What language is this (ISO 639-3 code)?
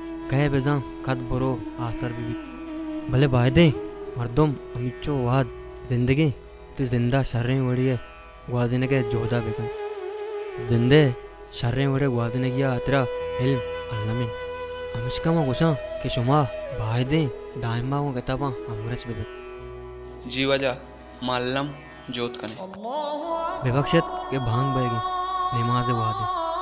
bal